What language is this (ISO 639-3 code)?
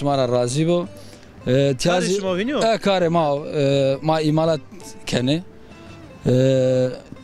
zza